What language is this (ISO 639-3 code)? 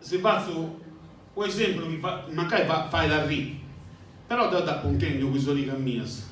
srd